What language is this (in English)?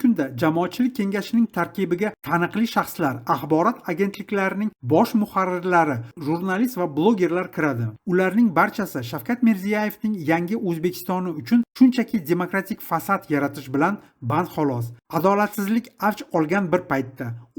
Uzbek